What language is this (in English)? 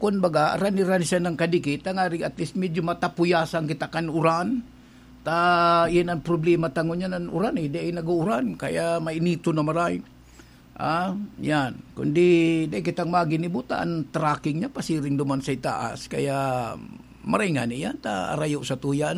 Bikol